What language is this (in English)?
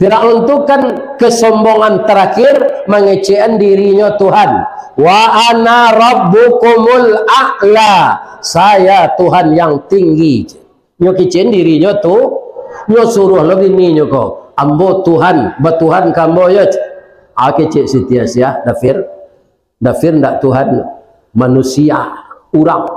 Minangkabau